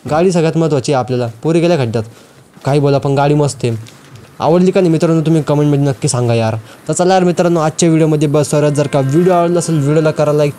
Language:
Marathi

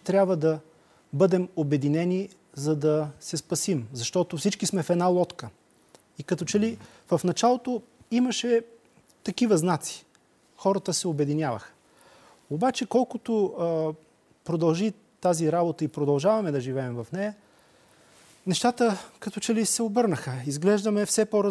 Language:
Bulgarian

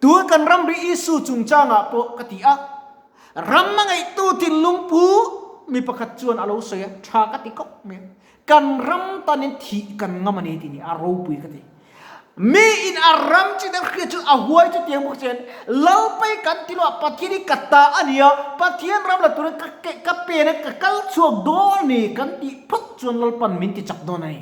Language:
Mizo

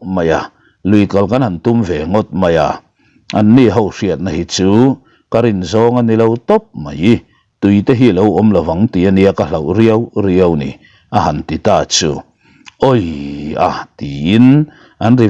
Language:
Mizo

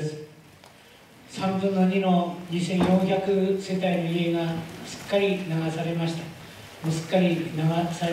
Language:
Japanese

